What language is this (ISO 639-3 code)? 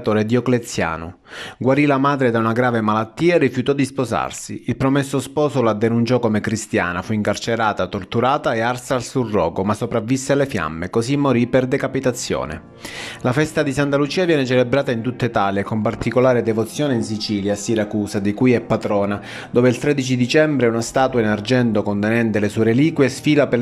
ita